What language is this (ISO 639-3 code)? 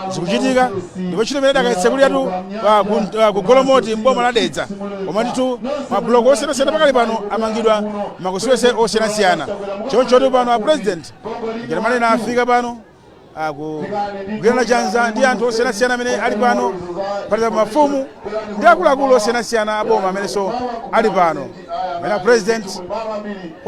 nya